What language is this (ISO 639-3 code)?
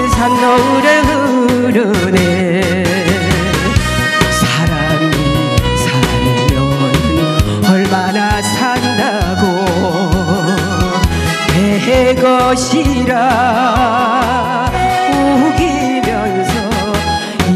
kor